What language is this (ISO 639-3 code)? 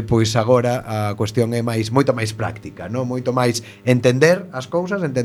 glg